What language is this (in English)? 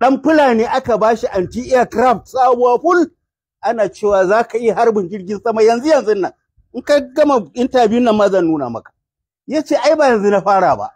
Hausa